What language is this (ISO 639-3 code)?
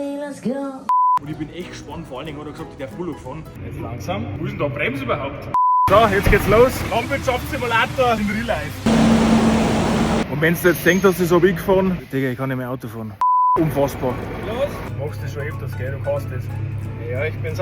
bar